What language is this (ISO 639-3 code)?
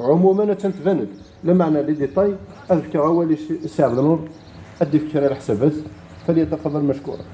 kab